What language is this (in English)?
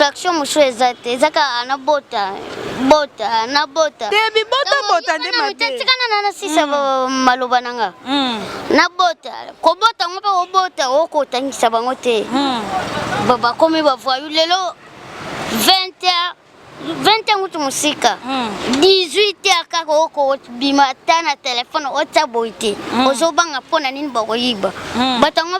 Lingala